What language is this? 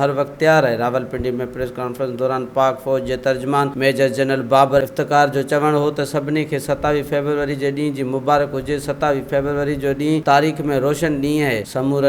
Sindhi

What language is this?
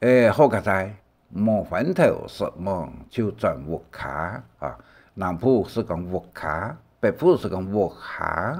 Hakka Chinese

